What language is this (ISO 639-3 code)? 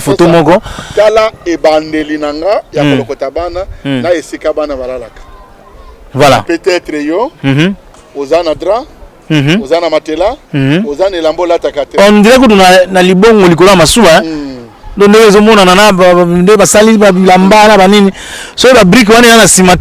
lin